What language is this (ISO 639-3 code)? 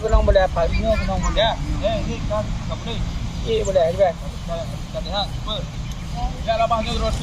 ace